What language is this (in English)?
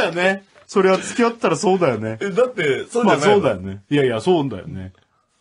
Japanese